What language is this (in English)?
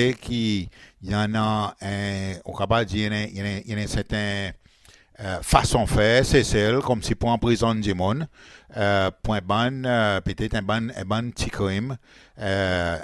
Seselwa Creole French